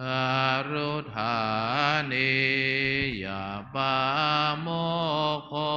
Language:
Pali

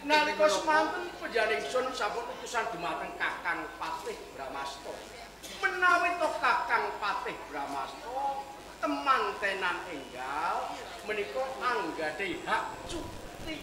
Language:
Javanese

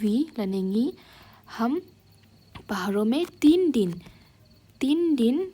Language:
Khasi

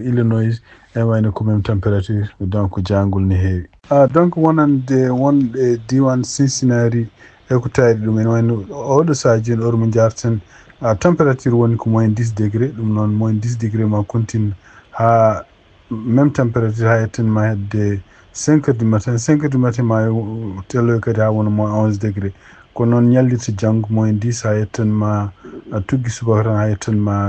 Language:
Fula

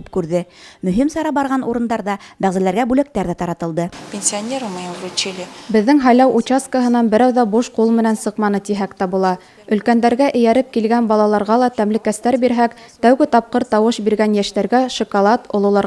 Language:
Bashkir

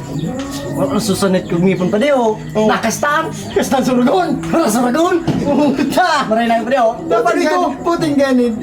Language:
Bikol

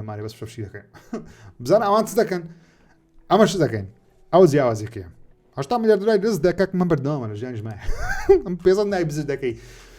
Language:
Central Kurdish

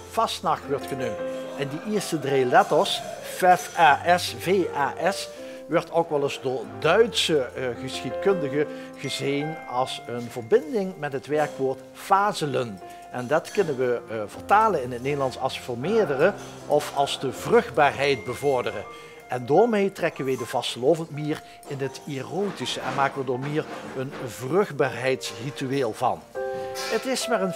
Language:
Limburgish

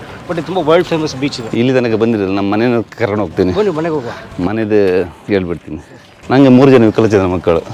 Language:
Kannada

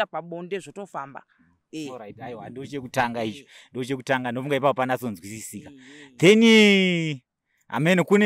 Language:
Shona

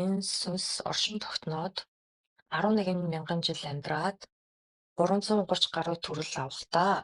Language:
Mongolian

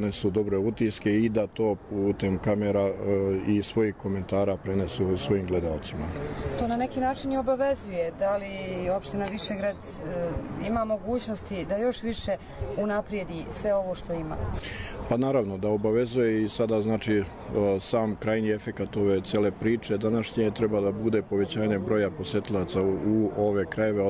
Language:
Serbian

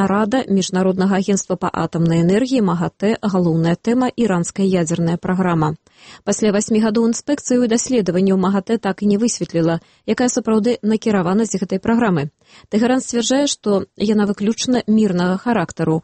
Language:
Belarusian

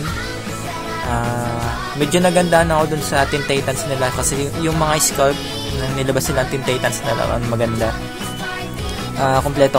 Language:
Filipino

